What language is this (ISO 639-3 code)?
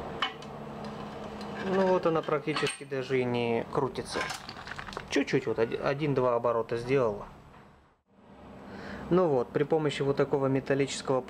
rus